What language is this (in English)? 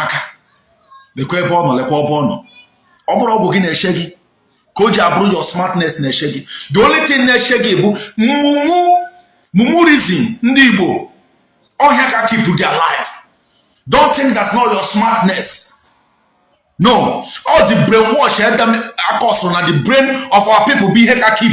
Igbo